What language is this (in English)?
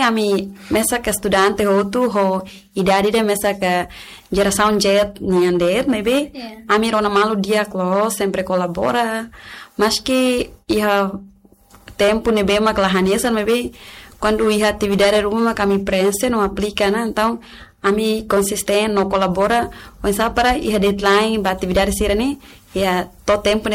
Tetum